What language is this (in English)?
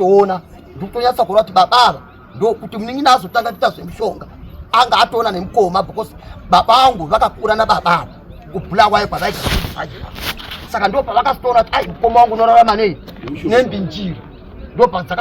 Shona